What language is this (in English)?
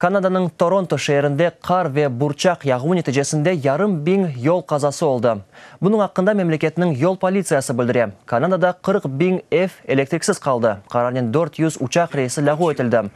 Crimean Tatar